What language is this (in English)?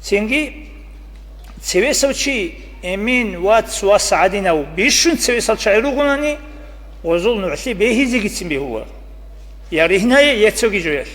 Avaric